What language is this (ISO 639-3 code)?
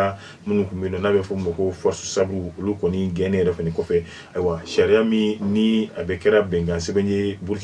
bam